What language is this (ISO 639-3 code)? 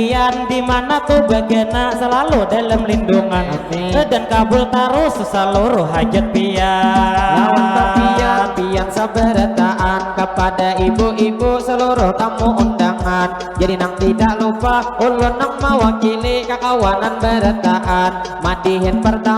bjn